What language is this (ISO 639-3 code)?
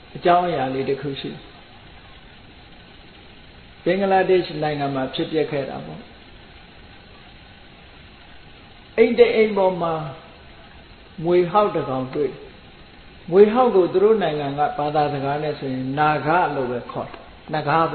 mya